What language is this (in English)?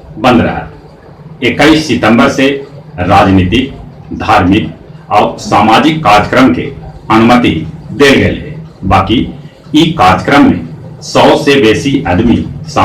Magahi